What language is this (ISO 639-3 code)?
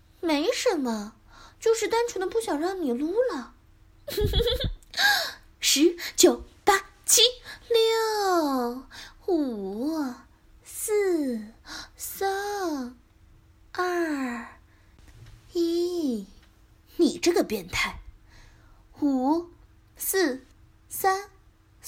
zho